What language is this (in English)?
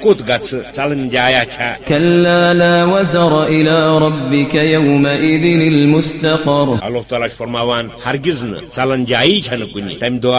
Kashmiri